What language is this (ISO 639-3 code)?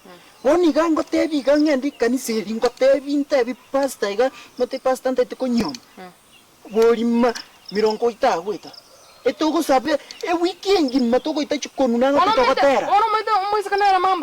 guz